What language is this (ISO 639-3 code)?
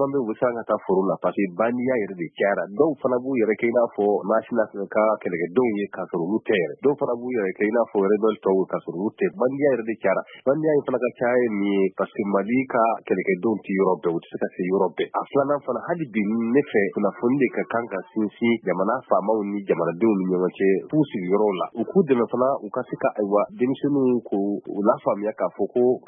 bam